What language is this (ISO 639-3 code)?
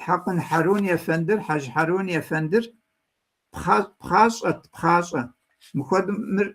kbd